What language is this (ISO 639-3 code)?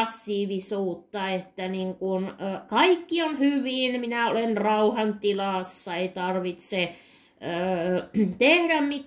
fin